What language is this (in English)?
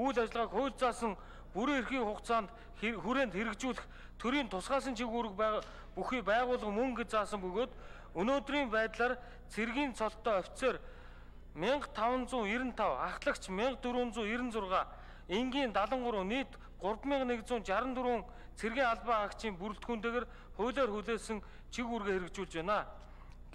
Mongolian